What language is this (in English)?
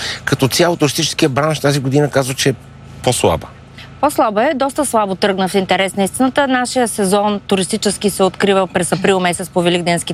Bulgarian